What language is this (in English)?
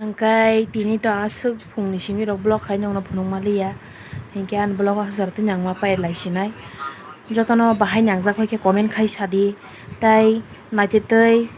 Kok Borok